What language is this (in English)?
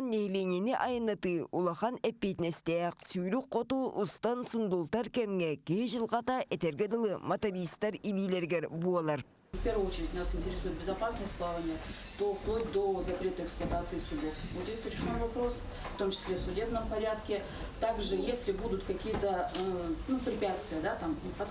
Yakut